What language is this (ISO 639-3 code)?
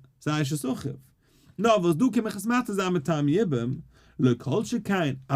yid